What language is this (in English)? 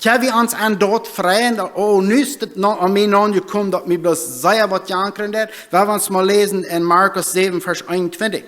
Plautdietsch